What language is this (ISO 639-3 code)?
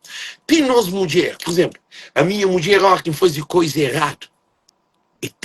kea